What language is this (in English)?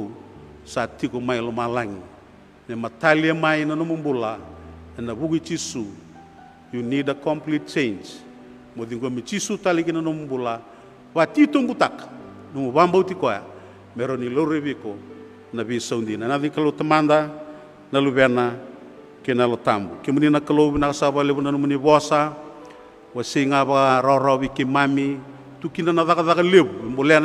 Fijian